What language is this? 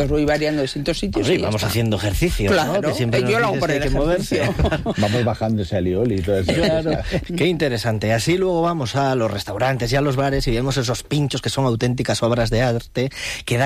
Spanish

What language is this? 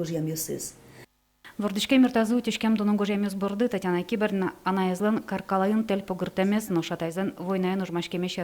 Udmurt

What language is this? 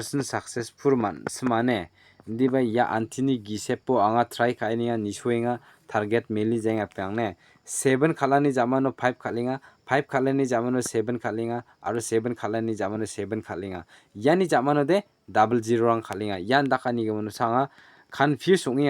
Garo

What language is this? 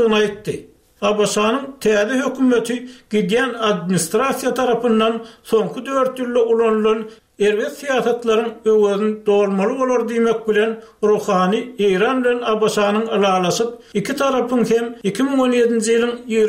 Turkmen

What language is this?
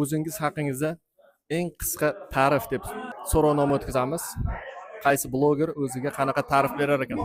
Uzbek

